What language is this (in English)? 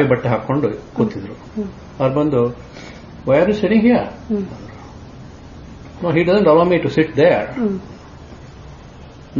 Kannada